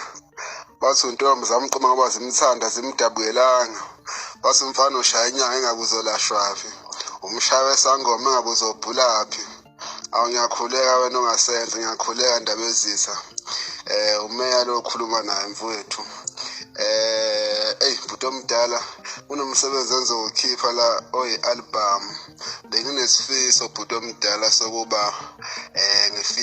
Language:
Zulu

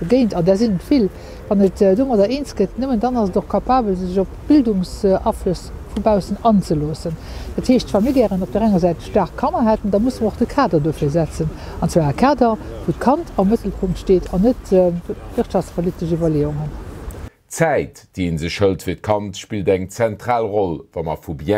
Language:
Luxembourgish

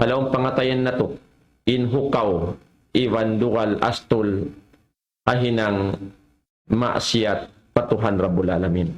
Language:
Tausug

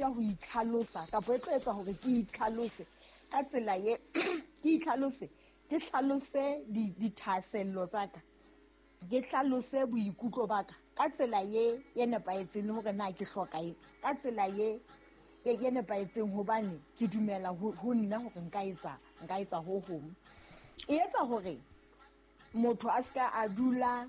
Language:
Southern Sotho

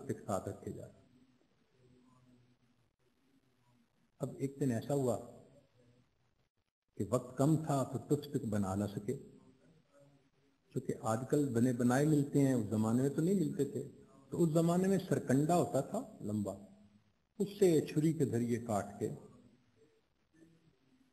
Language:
Urdu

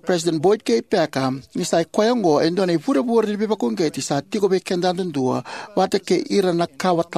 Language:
Fijian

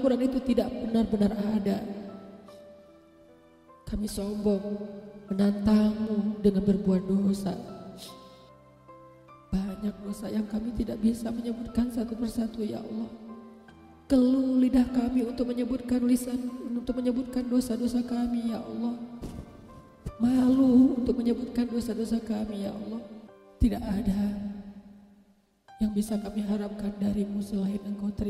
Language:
Indonesian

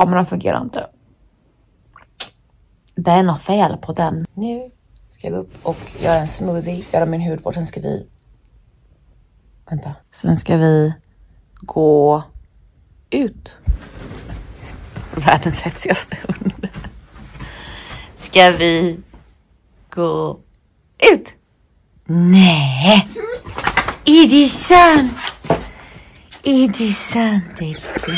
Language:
Swedish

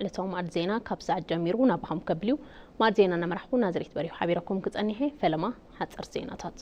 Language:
Tigrinya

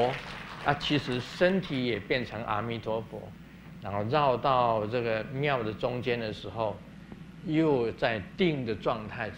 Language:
Chinese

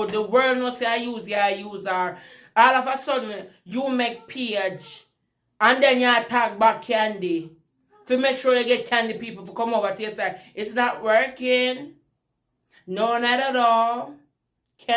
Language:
Jamaican Creole English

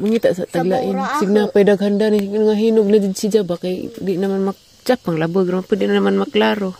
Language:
Cebuano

